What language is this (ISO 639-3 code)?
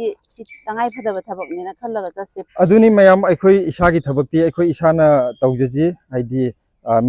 mni